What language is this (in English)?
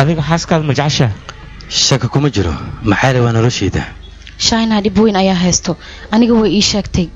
Somali